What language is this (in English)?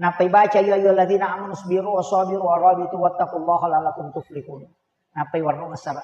Buginese